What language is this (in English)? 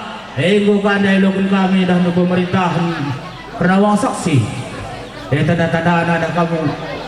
Batak Karo